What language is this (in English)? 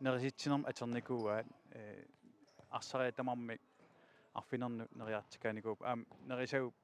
Kalaallisut